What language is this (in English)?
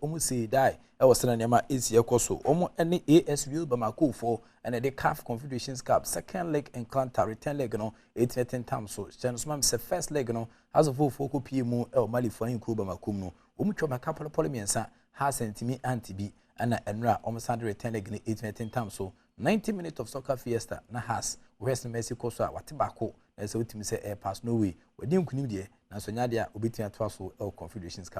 Akan